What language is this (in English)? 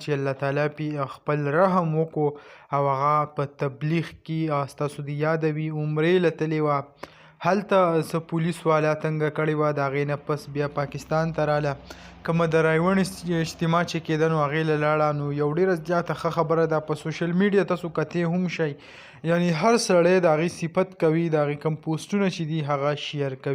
Pashto